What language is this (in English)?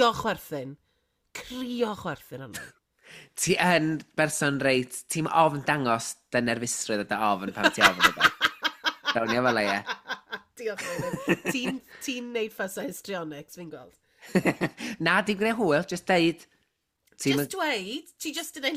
Welsh